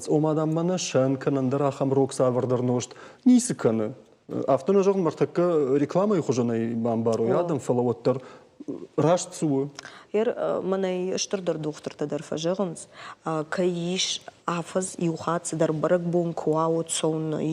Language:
Ossetic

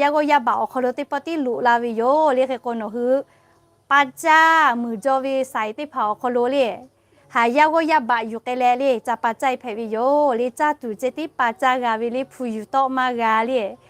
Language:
Lahu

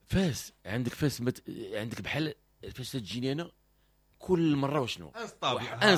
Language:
Moroccan Arabic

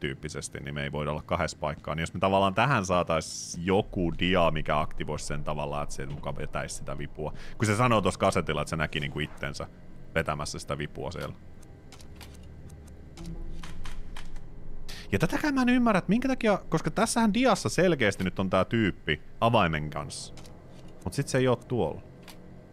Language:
Finnish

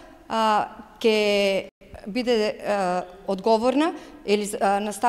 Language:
Macedonian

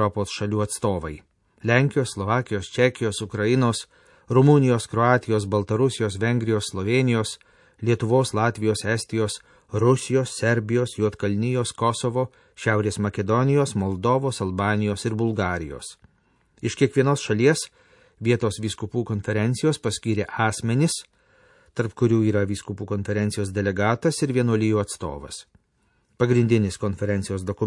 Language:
Lithuanian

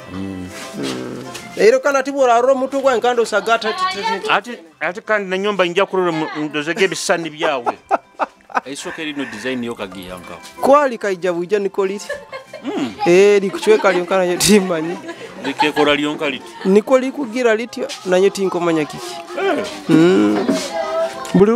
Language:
Nyoro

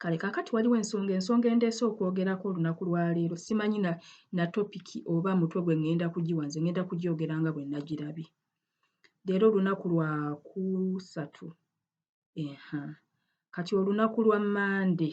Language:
Ganda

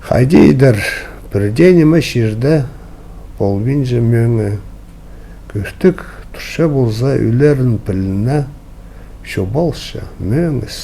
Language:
Khakas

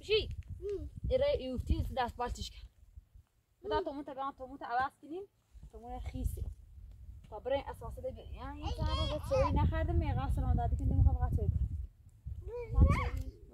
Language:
Persian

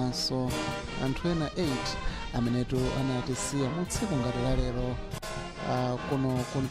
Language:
Nyanja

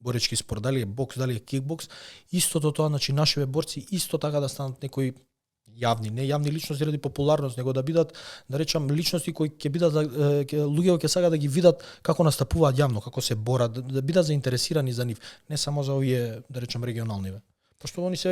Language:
Macedonian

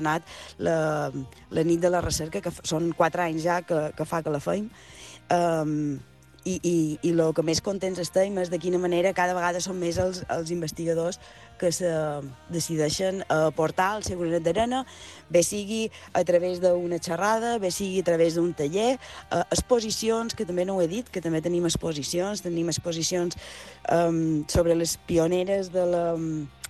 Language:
Catalan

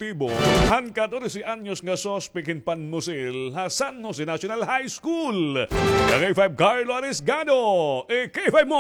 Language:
Waray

